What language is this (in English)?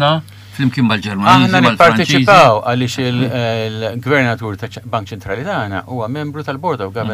Maltese